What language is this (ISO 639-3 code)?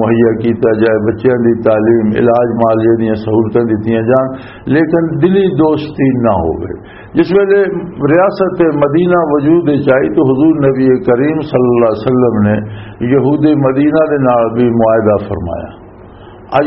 lah